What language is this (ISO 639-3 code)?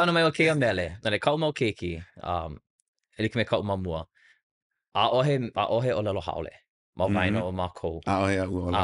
haw